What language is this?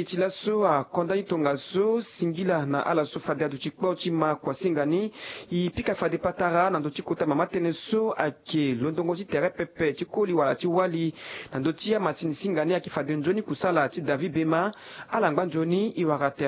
Sango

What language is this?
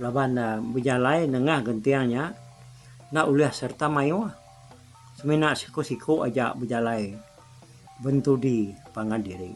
Iban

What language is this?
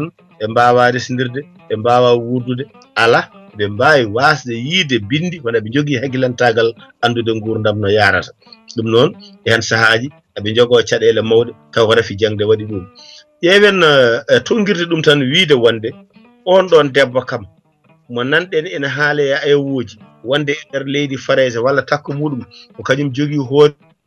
Fula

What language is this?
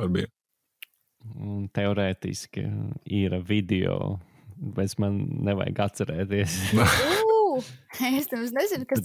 Latvian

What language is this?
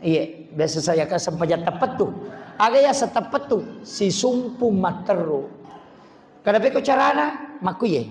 Buginese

